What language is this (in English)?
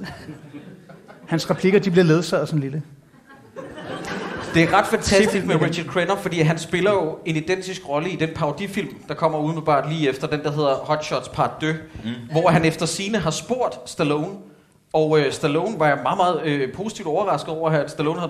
Danish